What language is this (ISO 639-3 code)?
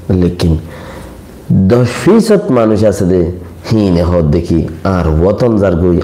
rhg